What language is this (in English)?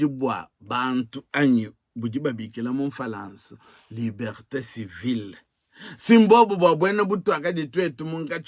Luba-Lulua